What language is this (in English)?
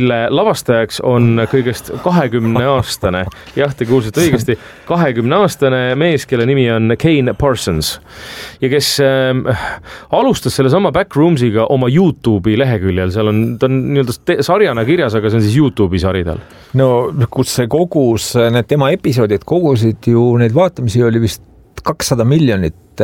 Estonian